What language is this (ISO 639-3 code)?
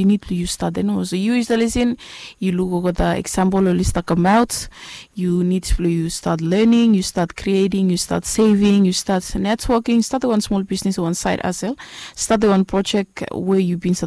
bis